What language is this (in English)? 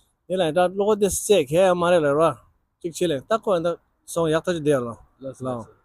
Tibetan